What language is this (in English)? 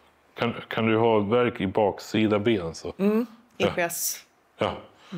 Swedish